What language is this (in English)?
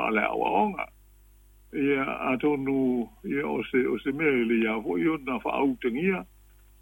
Samoan